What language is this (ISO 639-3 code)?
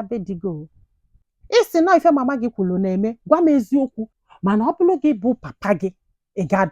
ibo